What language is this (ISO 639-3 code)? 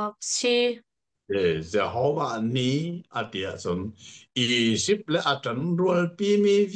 cnh